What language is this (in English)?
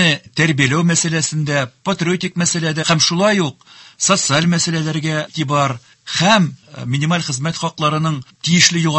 Tatar